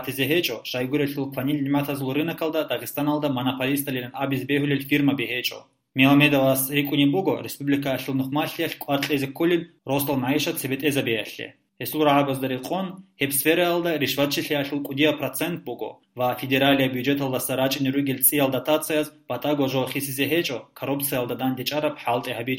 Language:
Avaric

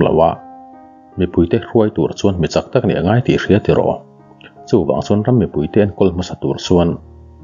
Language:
Mizo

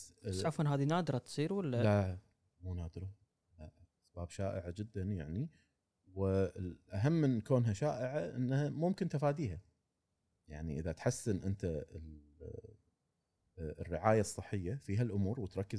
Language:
Gulf Arabic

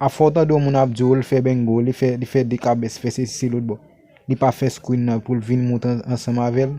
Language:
Haitian Creole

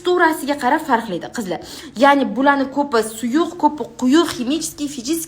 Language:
Uzbek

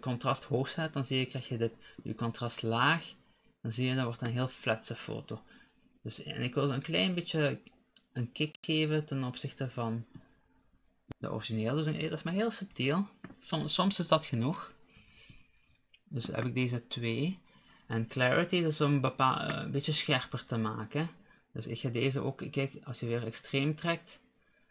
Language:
Dutch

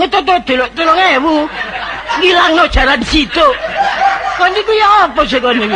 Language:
Javanese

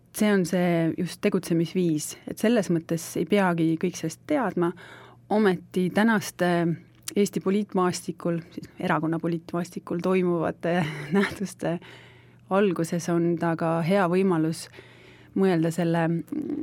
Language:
Estonian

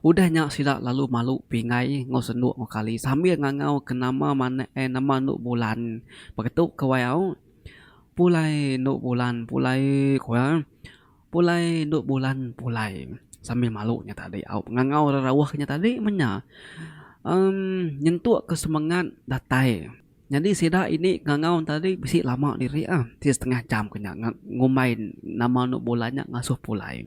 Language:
Iban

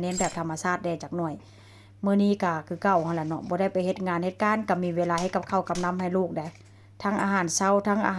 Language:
Northeastern Thai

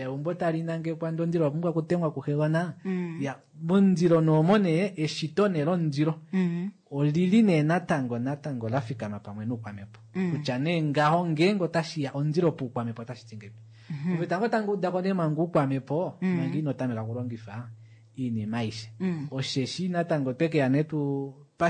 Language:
Kuanyama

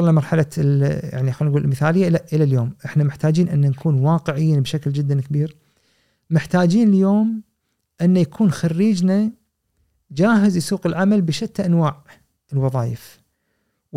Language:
Gulf Arabic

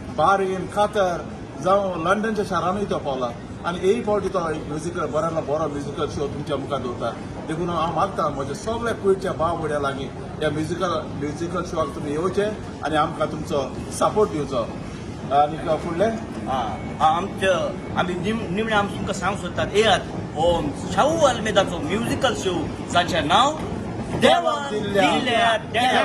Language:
Konkani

